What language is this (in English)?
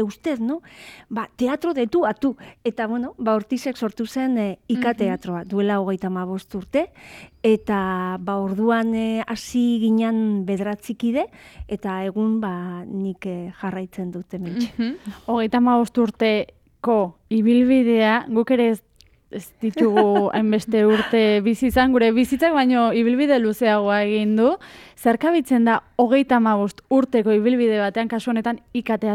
Basque